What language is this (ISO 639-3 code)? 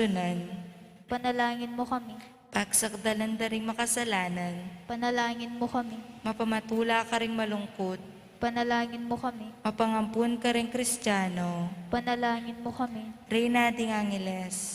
pam